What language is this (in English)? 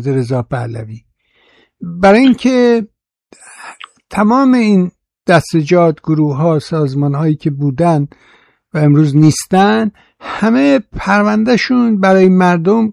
Persian